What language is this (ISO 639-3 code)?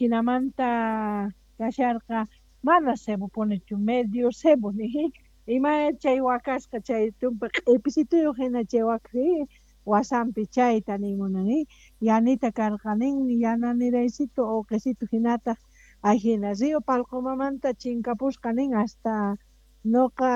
que